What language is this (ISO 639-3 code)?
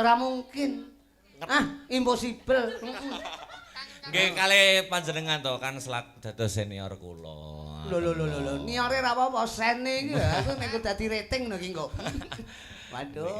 jav